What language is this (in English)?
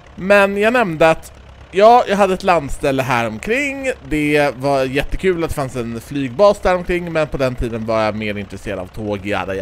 Swedish